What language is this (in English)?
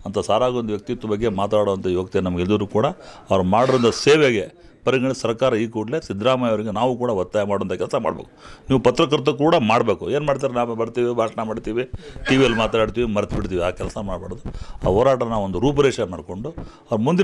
Kannada